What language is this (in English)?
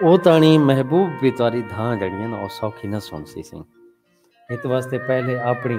Saraiki